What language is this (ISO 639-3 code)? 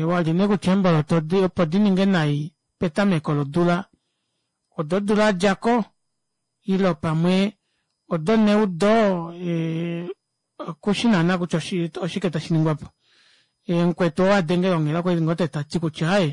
kua